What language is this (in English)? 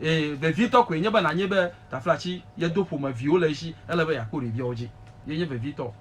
Ewe